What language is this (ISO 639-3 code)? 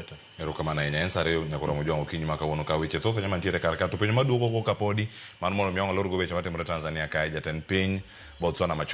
luo